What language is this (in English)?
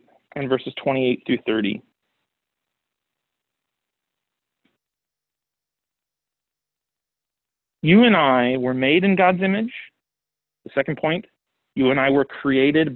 English